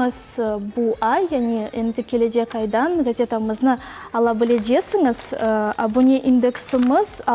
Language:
Crimean Tatar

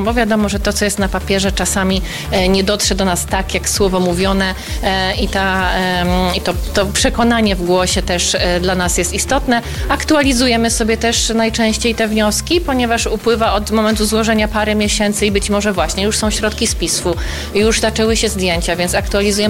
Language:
Polish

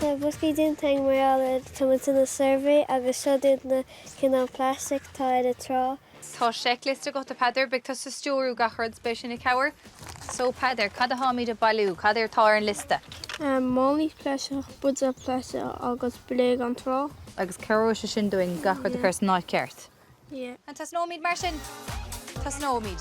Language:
Irish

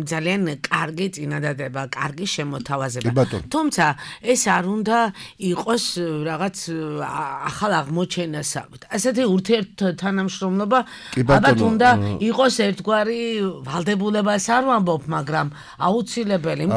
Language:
Georgian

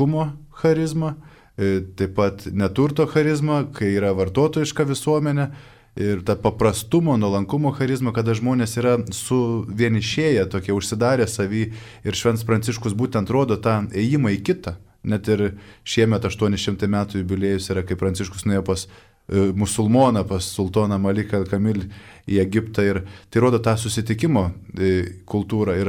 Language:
Lithuanian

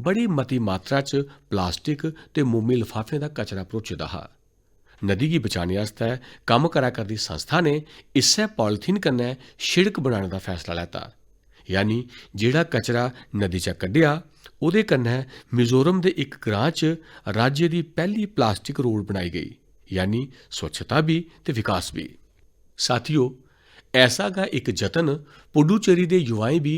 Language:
Dogri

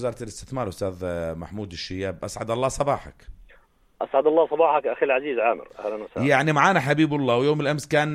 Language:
North Levantine Arabic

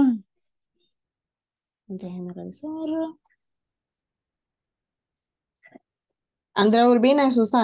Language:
Spanish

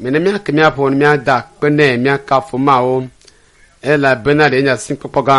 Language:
Ewe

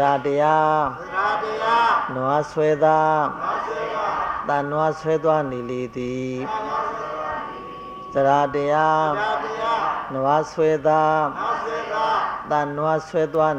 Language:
Burmese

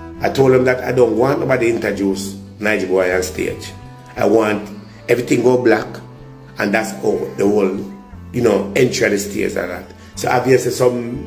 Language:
Jamaican Creole English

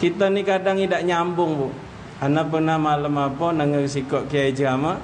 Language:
Musi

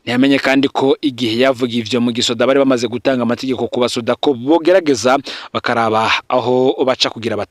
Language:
Rundi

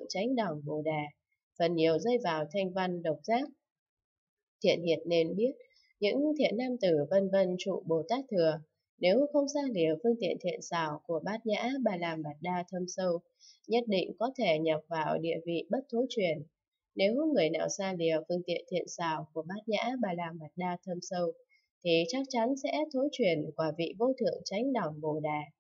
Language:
Vietnamese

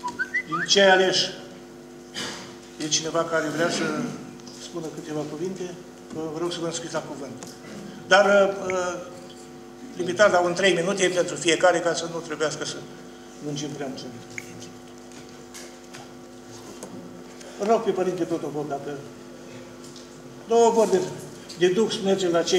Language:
Romanian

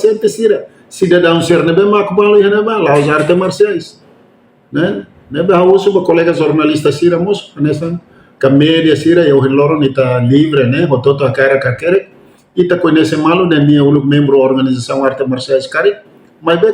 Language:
Tetum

